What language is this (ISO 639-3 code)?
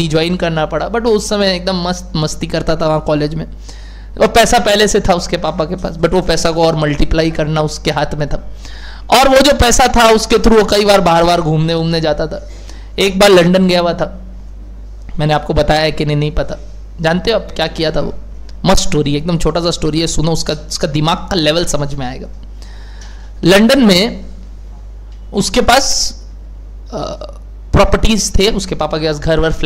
hin